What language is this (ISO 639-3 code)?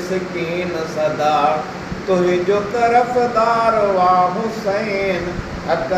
snd